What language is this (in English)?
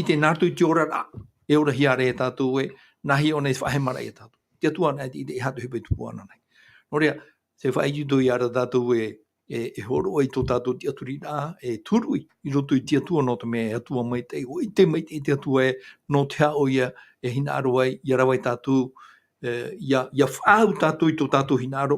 Tahitian